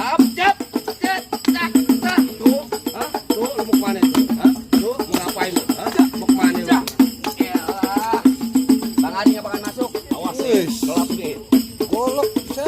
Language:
Betawi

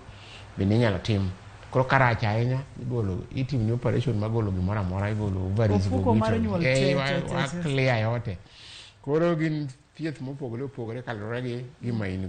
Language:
Luo (Kenya and Tanzania)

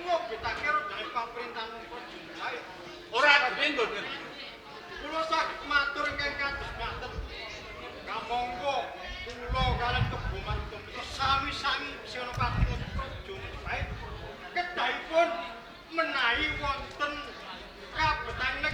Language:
Javanese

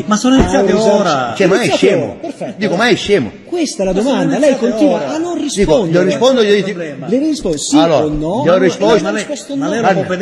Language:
Italian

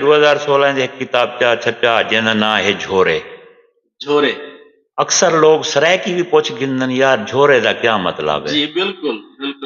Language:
Saraiki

